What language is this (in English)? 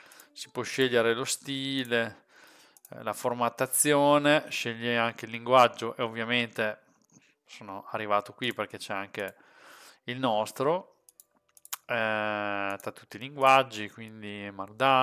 Italian